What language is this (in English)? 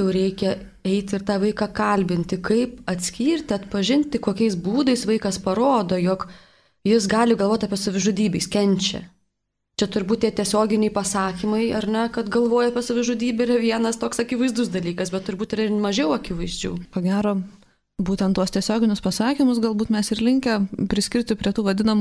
Lithuanian